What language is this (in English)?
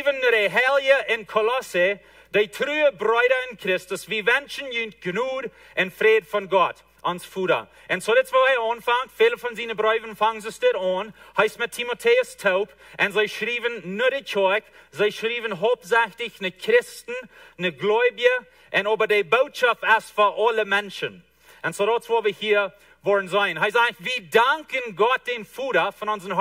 Plautdietsch